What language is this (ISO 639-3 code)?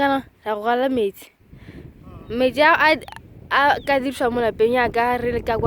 tsn